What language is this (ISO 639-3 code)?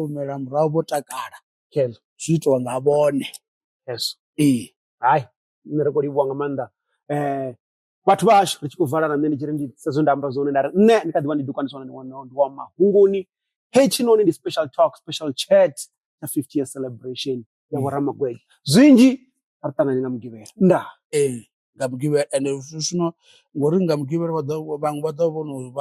ven